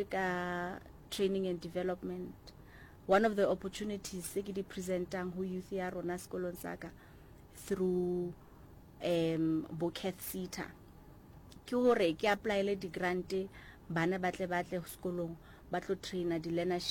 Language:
Southern Sotho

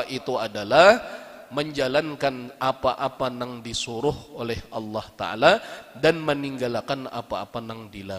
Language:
Banjar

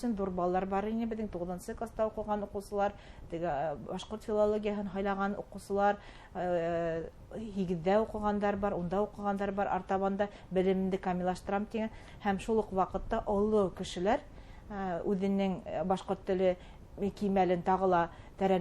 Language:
Bashkir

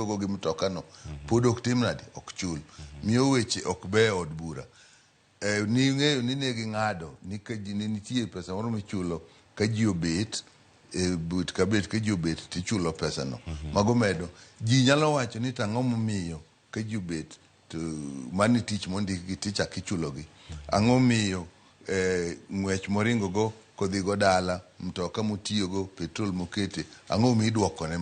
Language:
Luo (Kenya and Tanzania)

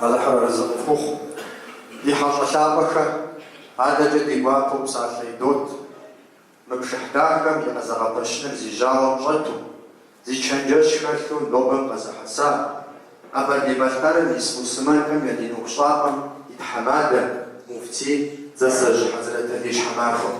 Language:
Kabardian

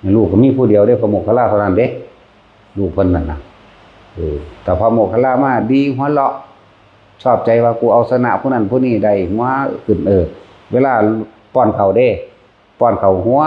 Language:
Lao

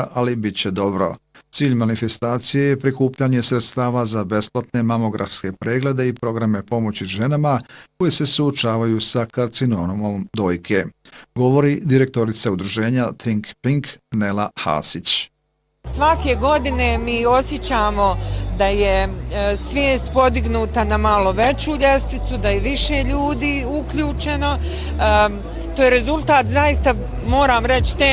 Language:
Bosnian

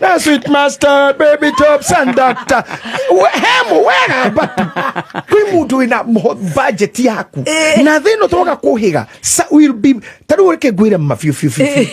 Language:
Kikuyu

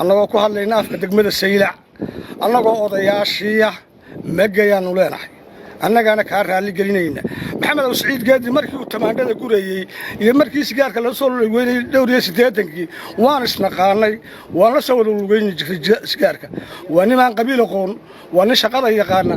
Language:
Somali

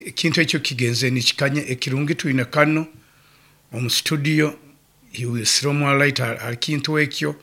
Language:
Nyoro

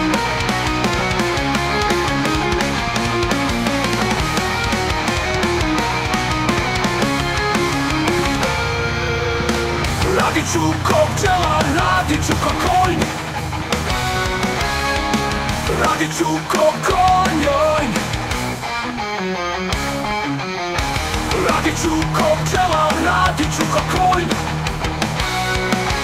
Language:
Slovak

